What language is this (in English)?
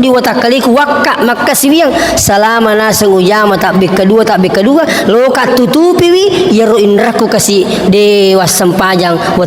Buginese